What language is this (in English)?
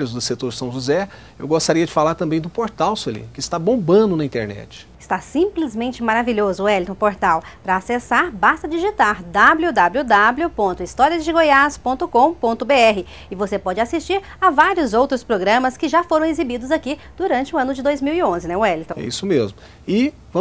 Portuguese